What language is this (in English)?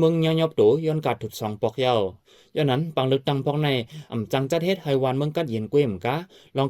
Shan